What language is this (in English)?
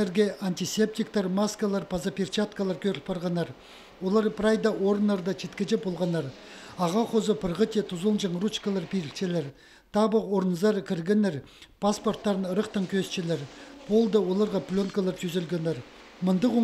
Khakas